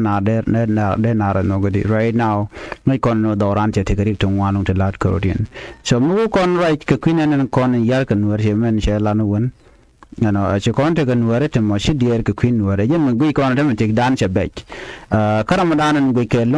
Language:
Nuer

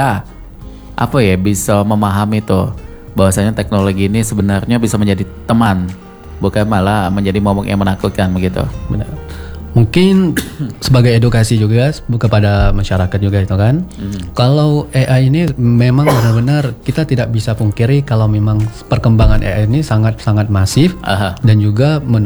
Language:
Indonesian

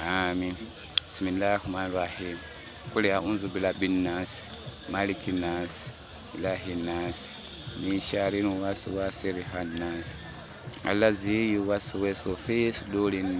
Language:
Ganda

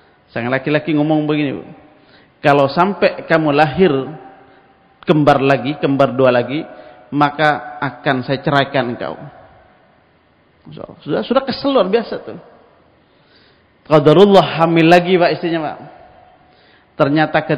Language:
Indonesian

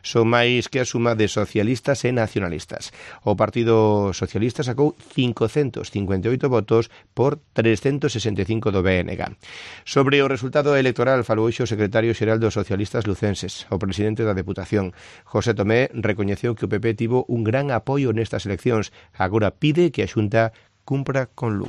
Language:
Galician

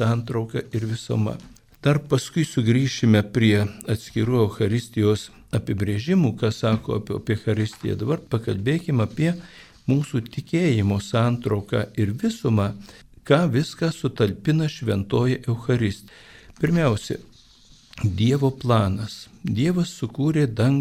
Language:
Lithuanian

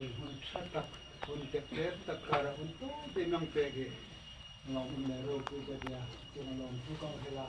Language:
Hmar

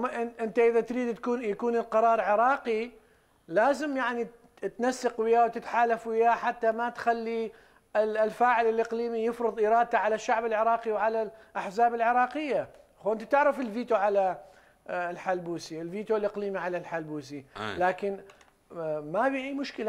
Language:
Mesopotamian Arabic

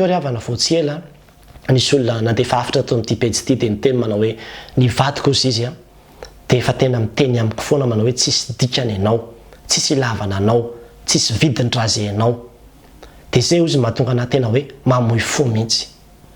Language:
Malagasy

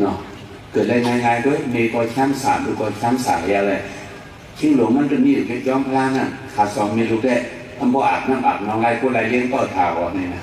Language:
Shan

